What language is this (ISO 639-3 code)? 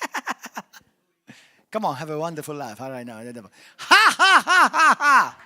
eng